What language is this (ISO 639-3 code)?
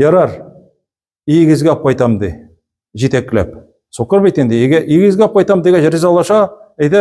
tat